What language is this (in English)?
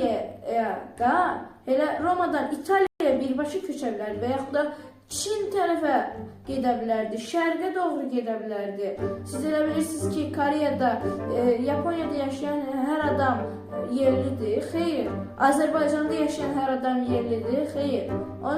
Azerbaijani